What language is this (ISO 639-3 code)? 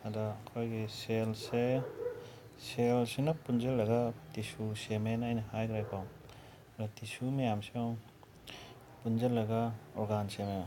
mni